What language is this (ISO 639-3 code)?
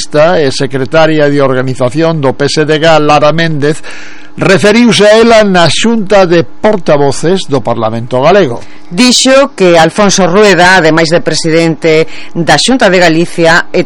glg